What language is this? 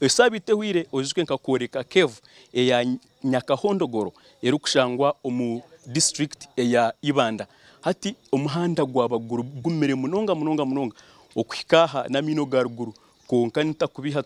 Nyankole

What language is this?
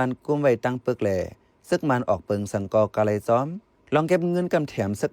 Shan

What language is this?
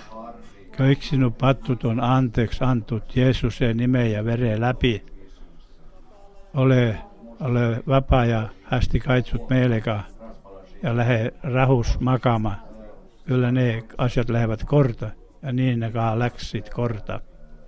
Finnish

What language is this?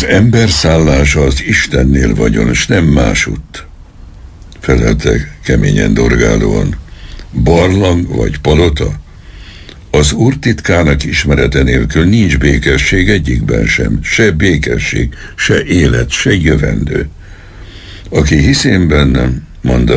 Hungarian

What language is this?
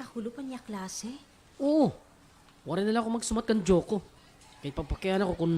Waray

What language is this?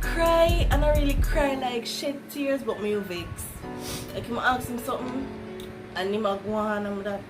Jamaican Creole English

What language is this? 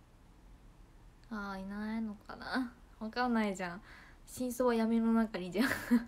Japanese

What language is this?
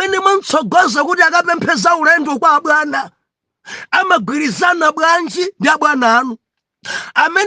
Nyanja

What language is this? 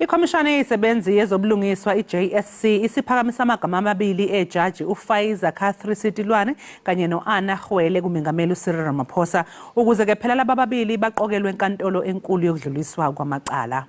Zulu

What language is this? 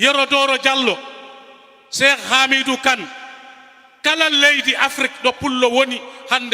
Fula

